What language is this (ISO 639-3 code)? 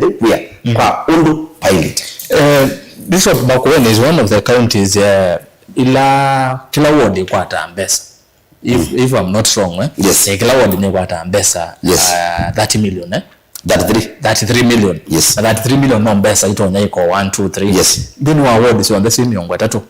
kam